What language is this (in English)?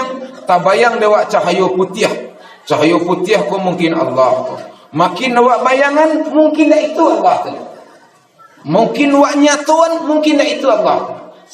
Minangkabau